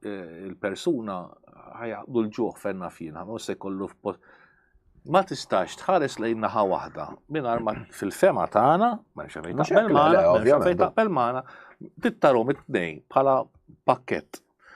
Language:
Maltese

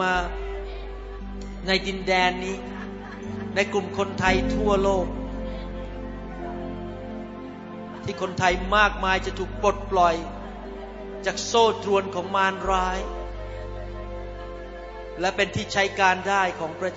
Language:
Thai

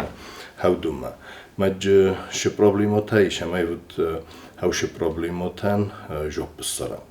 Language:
Ossetic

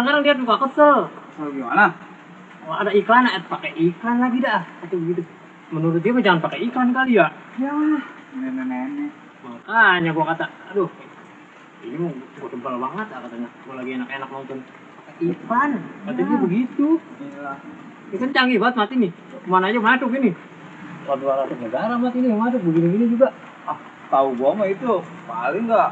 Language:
Betawi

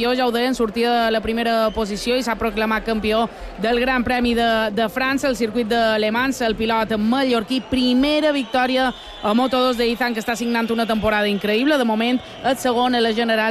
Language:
Catalan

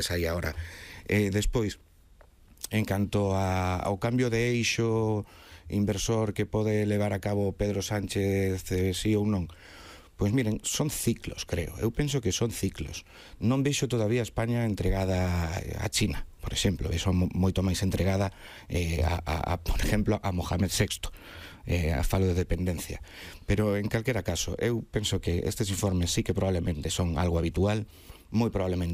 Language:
Galician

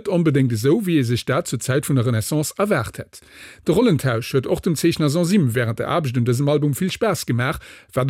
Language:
Luxembourgish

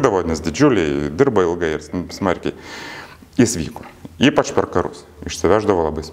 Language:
Lithuanian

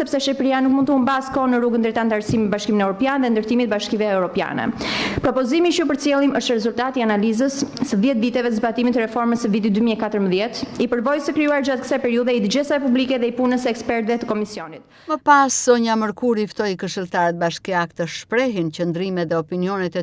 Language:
Albanian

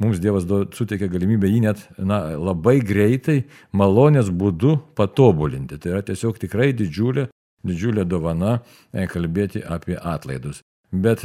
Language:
Lithuanian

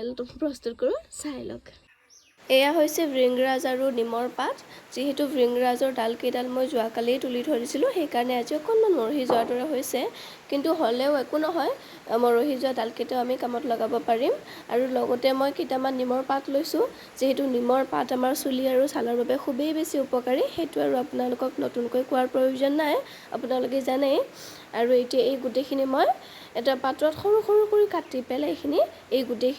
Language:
Assamese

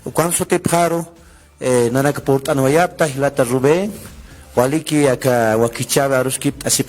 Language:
Aymara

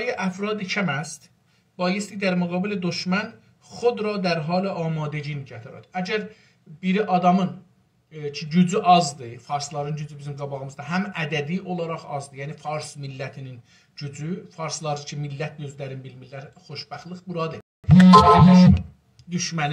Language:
South Azerbaijani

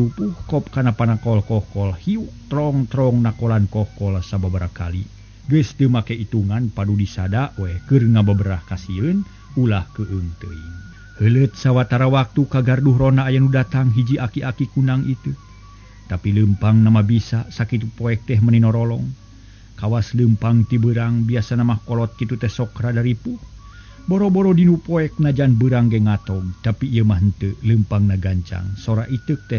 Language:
Sundanese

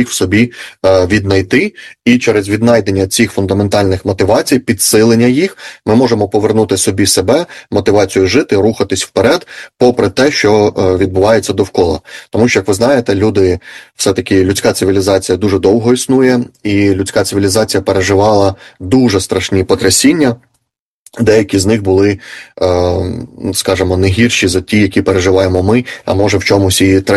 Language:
Ukrainian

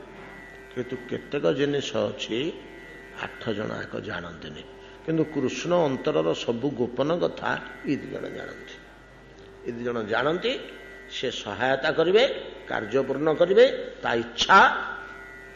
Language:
Odia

